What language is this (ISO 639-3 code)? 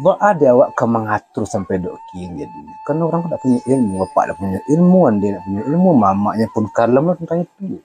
min